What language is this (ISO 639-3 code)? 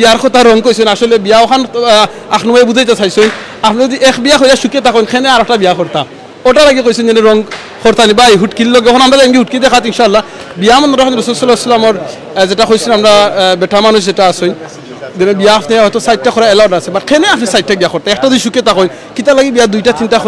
syl